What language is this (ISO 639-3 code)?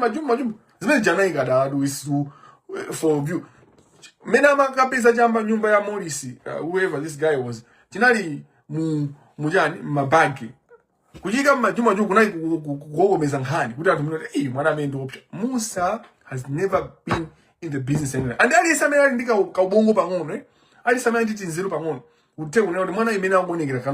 nya